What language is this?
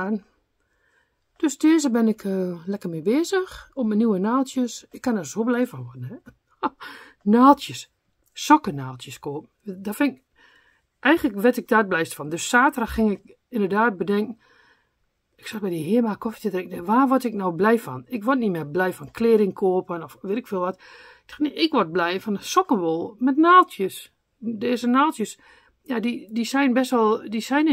Dutch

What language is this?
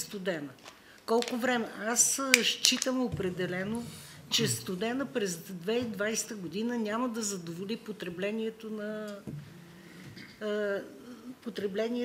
Bulgarian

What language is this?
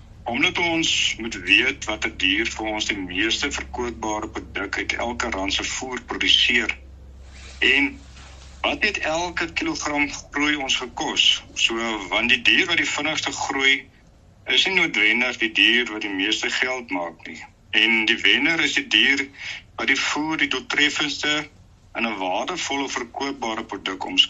Afrikaans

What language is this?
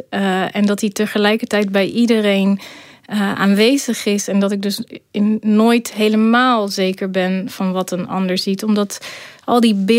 Dutch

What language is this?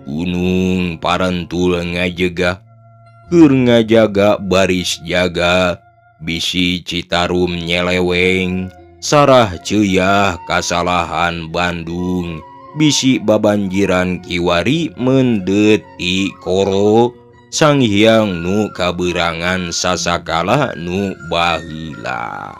Sundanese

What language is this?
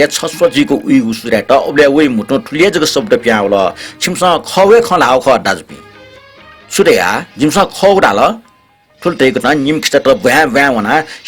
Newari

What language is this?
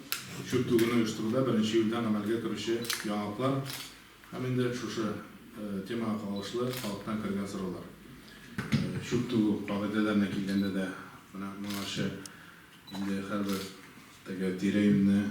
Tatar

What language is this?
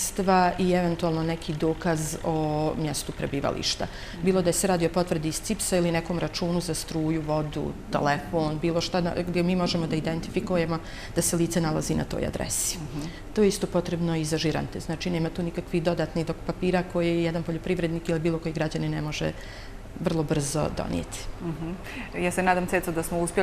Bosnian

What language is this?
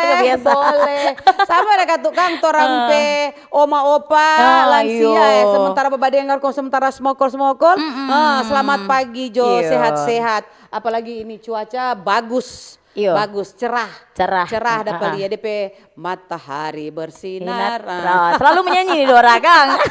Manado Malay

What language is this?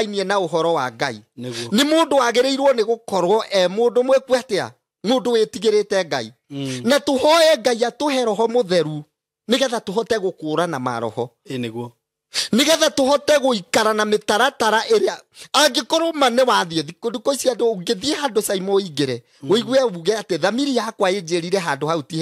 Kikuyu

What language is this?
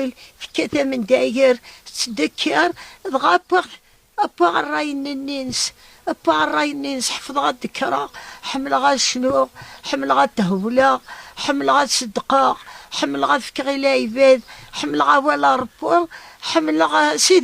Kabyle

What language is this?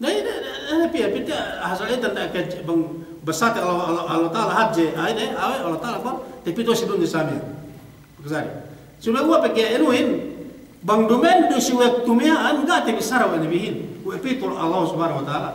Yakan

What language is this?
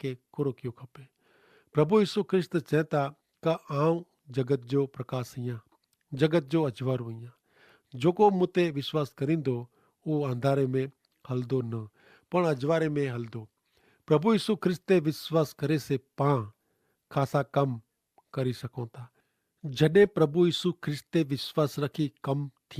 Kachhi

